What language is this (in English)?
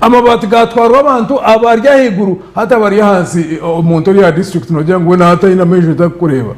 Nyankole